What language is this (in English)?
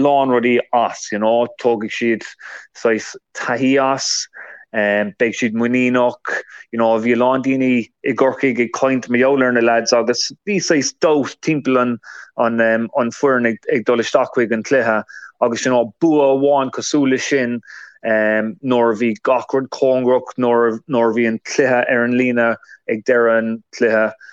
Irish